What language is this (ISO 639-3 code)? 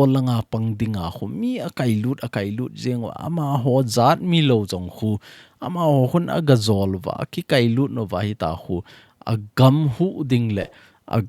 tcz